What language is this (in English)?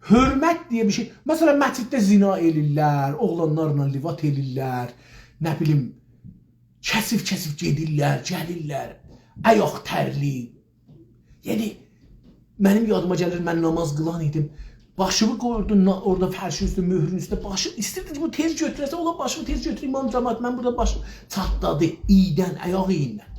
South Azerbaijani